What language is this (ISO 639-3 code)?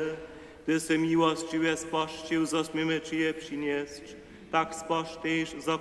hsb